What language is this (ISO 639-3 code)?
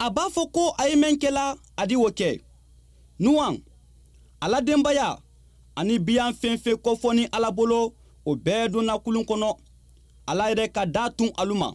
bam